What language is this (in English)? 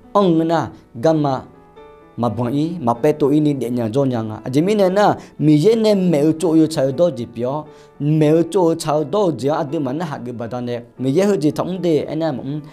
Akha